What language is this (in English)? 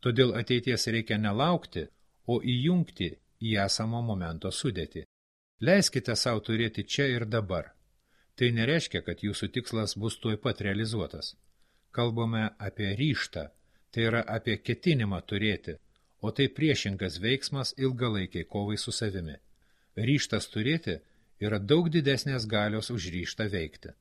Lithuanian